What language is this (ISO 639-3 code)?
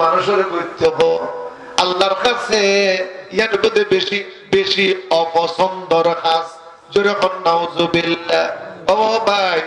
rhg